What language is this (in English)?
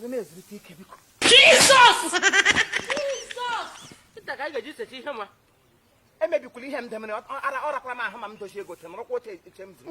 Igbo